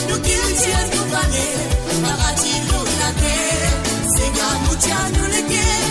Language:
Morisyen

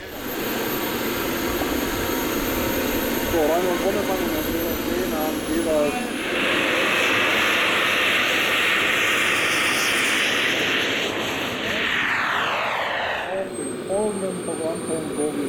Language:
German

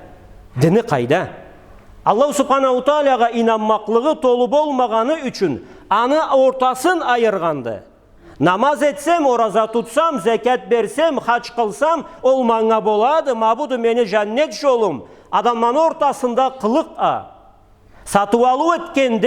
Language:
Karachay-Balkar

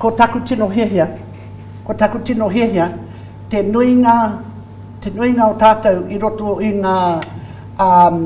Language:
Māori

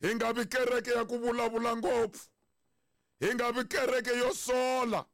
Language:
Tsonga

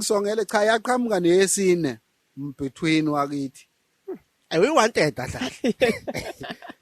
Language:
Zulu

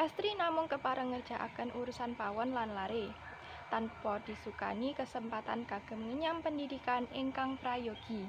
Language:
Javanese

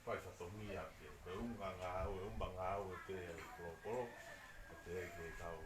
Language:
Tongan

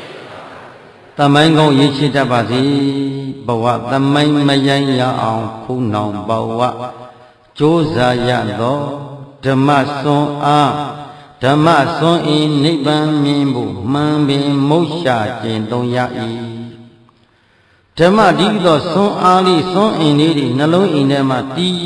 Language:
Burmese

